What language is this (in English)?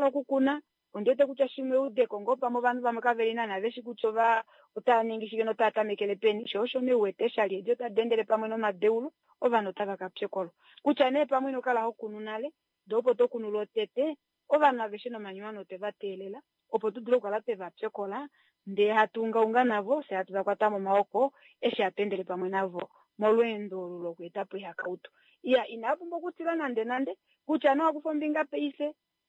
Kuanyama